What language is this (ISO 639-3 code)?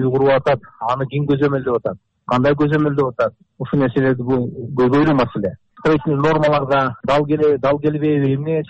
kir